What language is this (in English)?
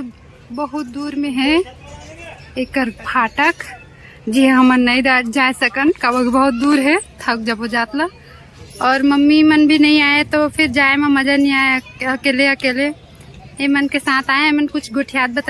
Chhattisgarhi